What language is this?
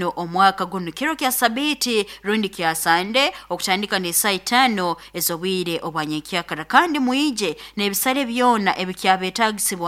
Nyoro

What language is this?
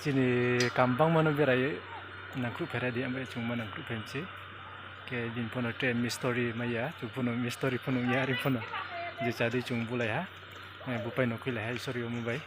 Riang (India)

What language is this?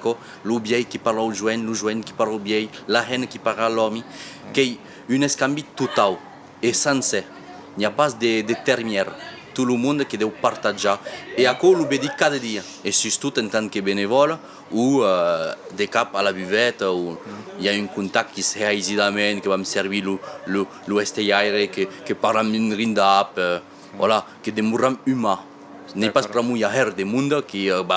Occitan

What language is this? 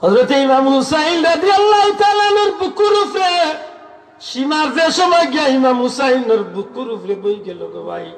Sylheti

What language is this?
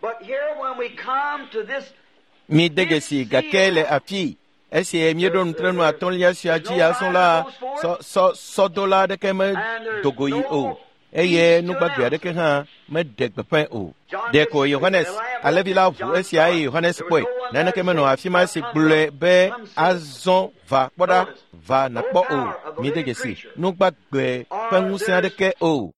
Ewe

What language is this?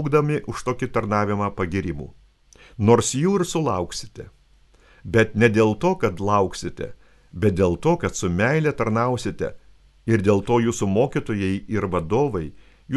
Lithuanian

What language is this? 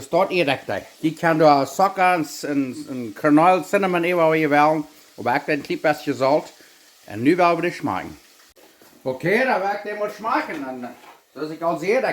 Plautdietsch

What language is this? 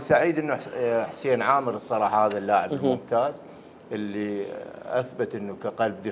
Mesopotamian Arabic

